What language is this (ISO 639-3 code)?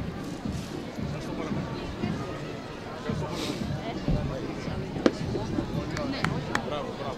ell